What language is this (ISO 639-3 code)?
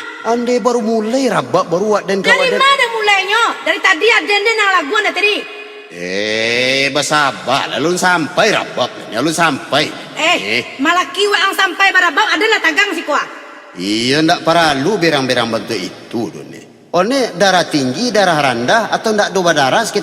min